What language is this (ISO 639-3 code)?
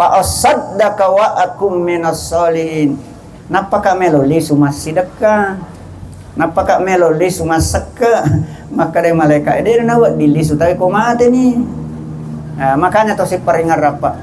bug